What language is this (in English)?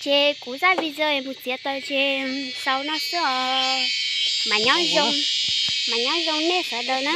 Hmong